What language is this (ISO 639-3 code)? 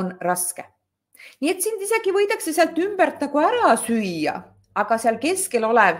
est